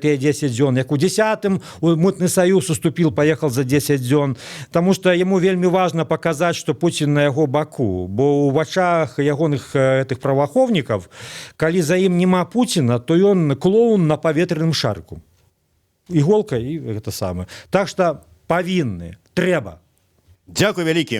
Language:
Belarusian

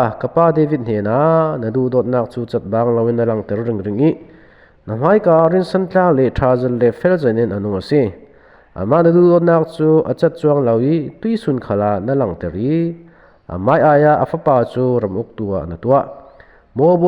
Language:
Falam Chin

